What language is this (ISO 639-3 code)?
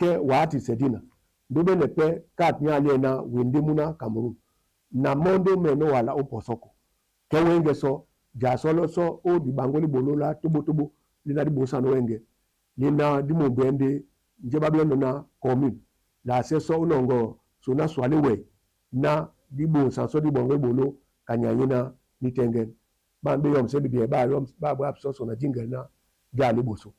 dua